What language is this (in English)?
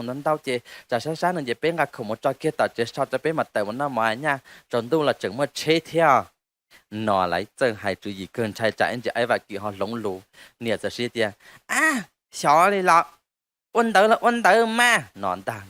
Hmong